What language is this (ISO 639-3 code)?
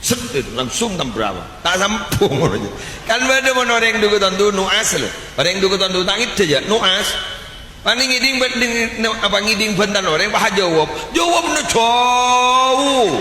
mad